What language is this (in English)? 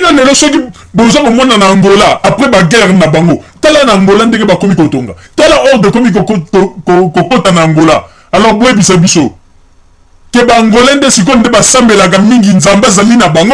Lingala